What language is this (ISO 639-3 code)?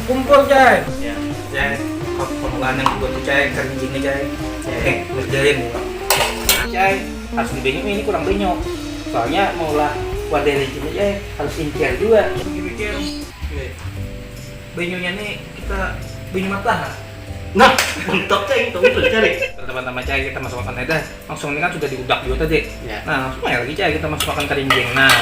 bjn